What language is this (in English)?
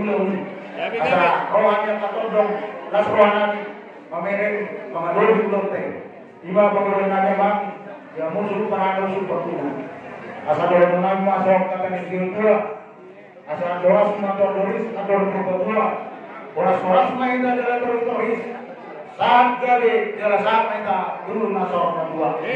Batak Toba